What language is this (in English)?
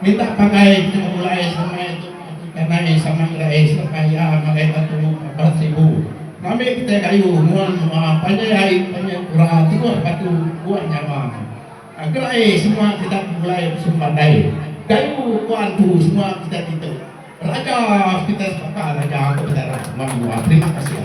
Iban